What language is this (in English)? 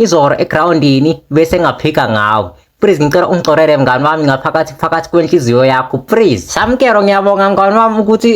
Zulu